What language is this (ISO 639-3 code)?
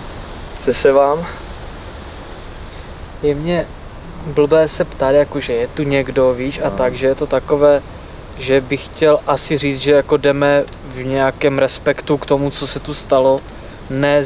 ces